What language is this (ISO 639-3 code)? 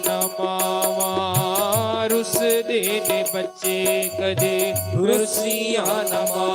doi